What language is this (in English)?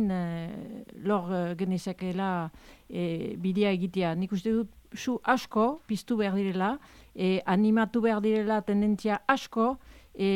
Basque